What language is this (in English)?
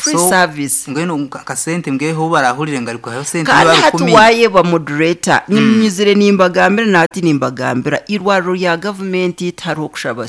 Nyankole